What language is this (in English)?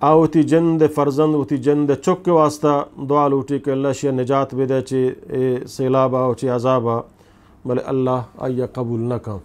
Eastern Balochi